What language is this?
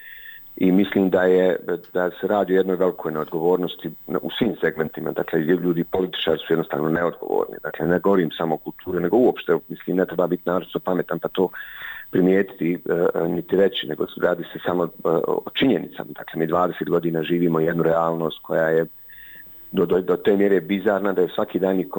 Bosnian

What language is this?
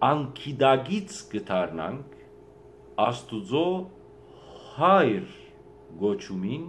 Western Armenian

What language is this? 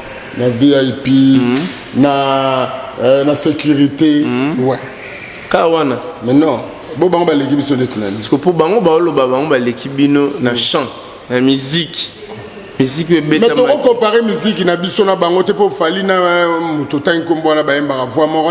Lingala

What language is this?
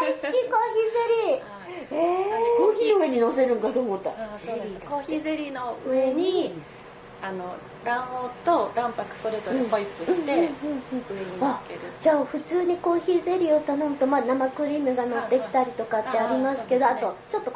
Japanese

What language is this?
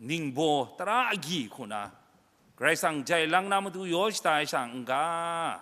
Kachin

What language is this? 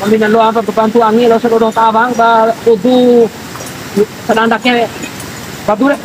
Bima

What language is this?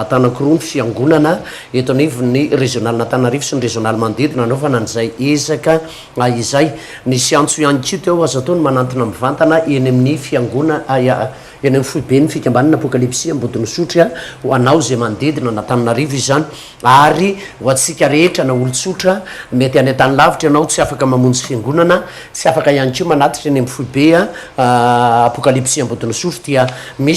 Malagasy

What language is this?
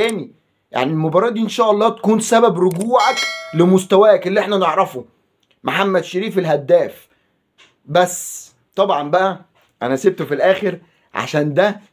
Egyptian Arabic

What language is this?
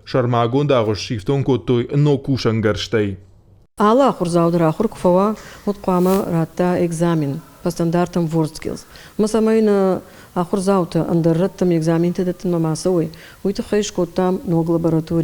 Ossetic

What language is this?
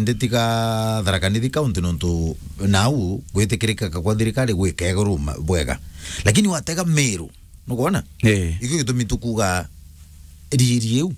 Meru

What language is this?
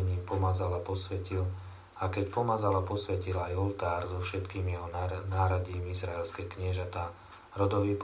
Slovak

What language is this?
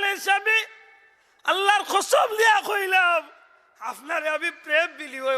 Sylheti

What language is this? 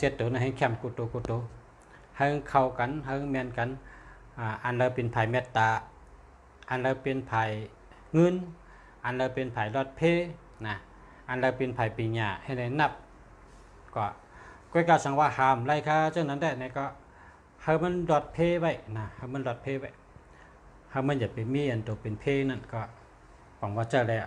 Shan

